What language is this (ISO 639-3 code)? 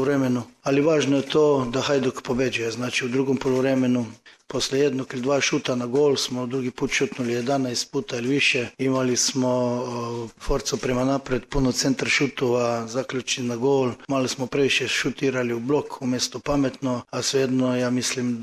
hrv